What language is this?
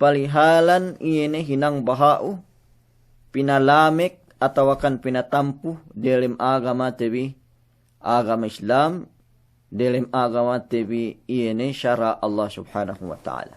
Yakan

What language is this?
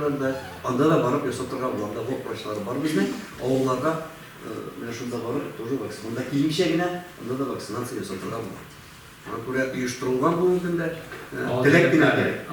Tatar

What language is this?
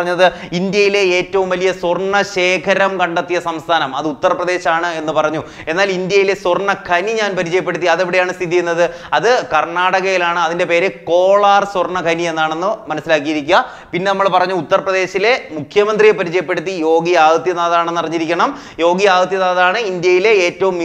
Malayalam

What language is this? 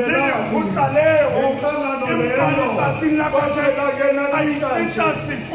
Tswana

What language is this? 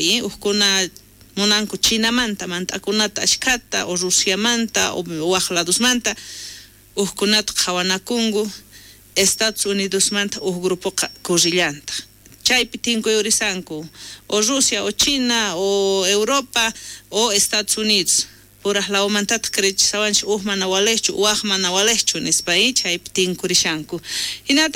South Bolivian Quechua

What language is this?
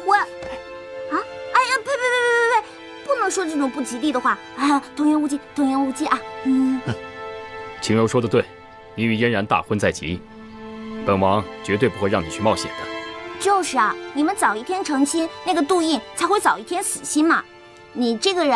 Chinese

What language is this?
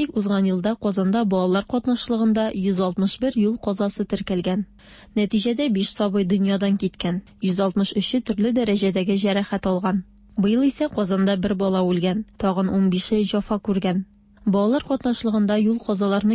Tatar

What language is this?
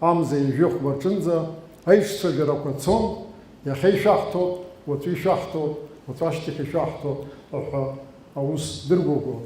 Abkhazian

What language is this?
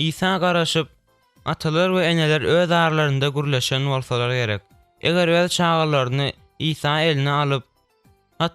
Turkmen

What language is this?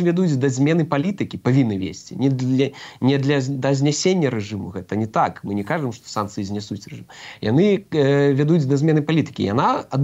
Belarusian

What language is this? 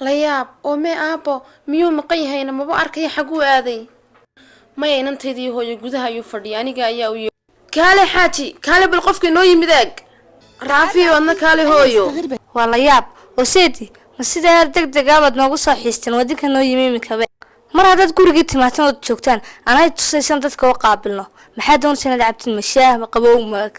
Somali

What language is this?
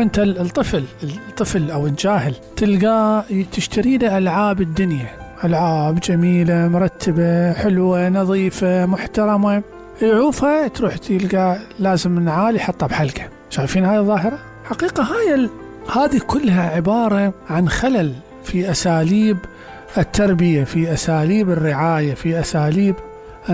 Mesopotamian Arabic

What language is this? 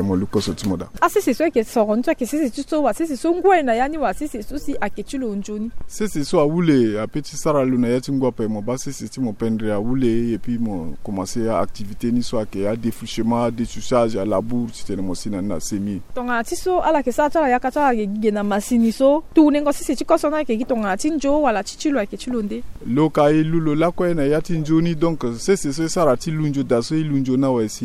Sango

